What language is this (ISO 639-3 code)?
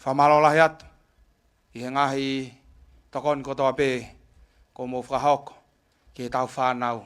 ton